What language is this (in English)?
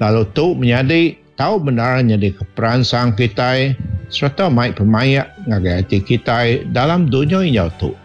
Iban